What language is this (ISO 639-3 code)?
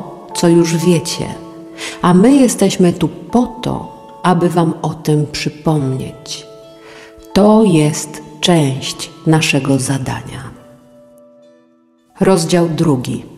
pol